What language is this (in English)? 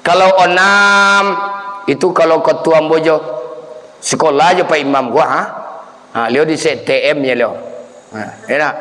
Minangkabau